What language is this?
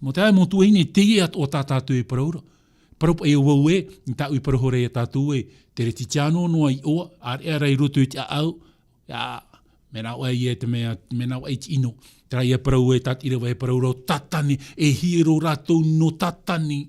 Tahitian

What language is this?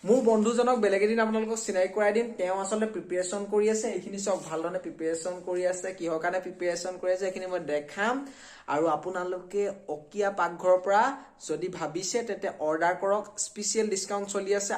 Assamese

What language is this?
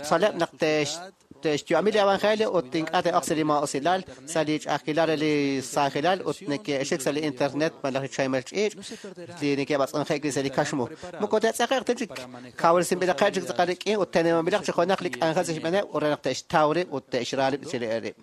Kekchí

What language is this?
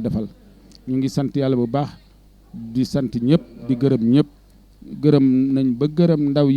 Wolof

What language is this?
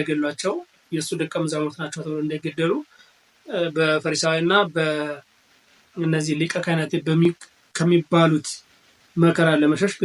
Amharic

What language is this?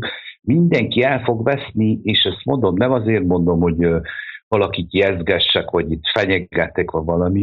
Hungarian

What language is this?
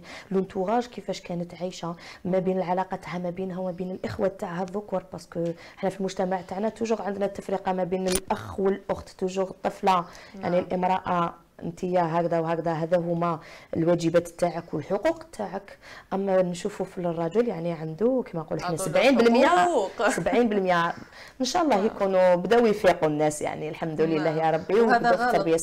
Algerian Arabic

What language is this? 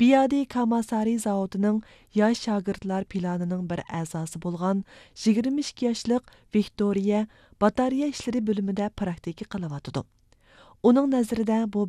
Uyghur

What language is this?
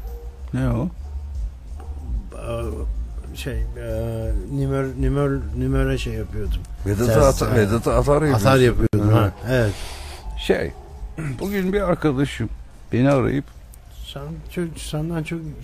Turkish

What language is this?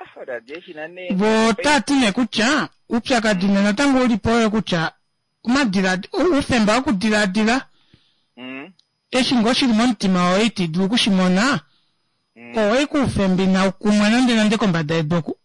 Kuanyama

